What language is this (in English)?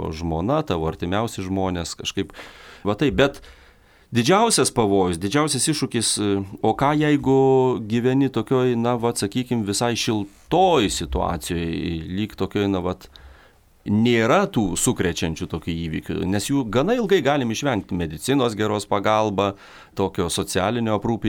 Lithuanian